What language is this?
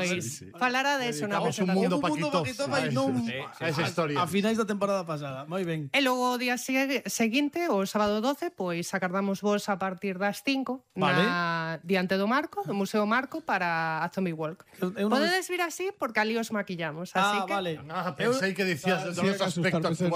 Galician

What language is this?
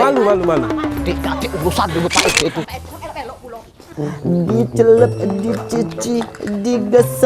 Musi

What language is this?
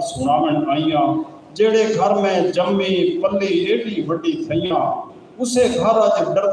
Saraiki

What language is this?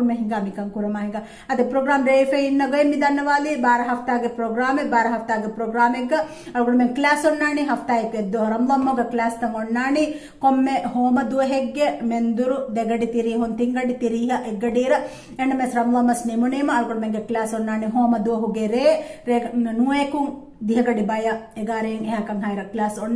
Divehi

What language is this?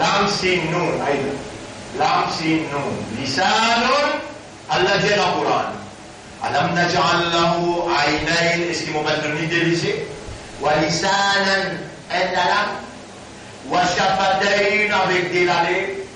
Morisyen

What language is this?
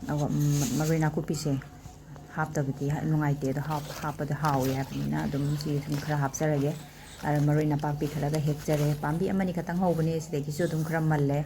Manipuri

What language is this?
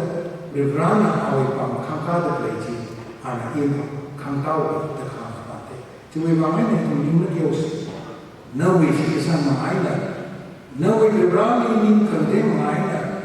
Tangkhul Naga (India)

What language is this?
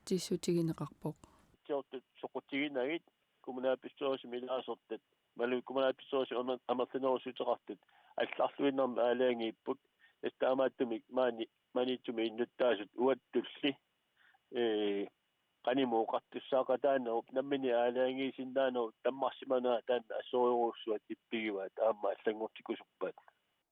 Kalaallisut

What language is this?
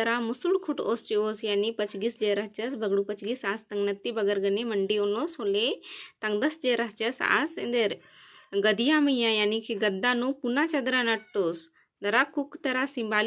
Kurukh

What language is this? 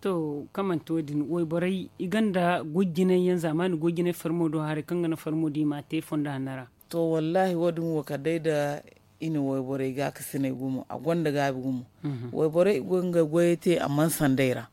Zarma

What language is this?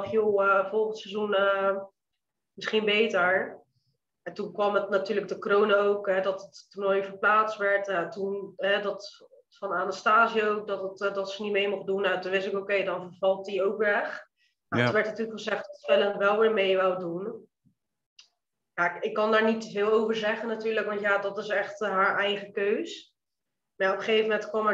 Dutch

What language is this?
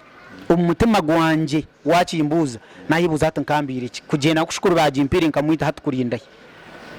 Nyankole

